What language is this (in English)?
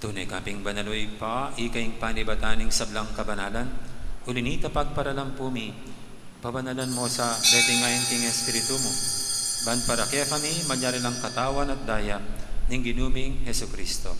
Pampanga